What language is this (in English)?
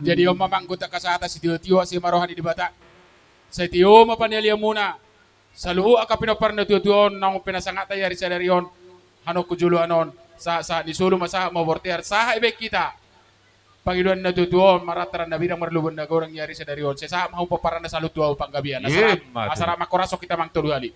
Batak Toba